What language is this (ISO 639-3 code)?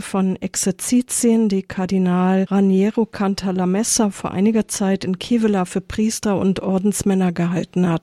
deu